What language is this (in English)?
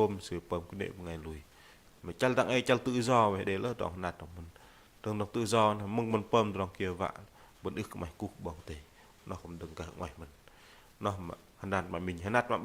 Bahnar